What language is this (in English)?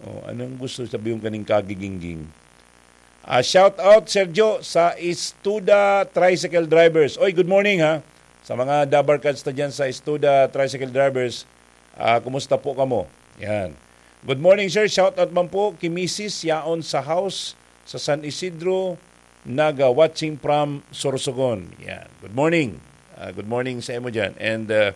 Bikol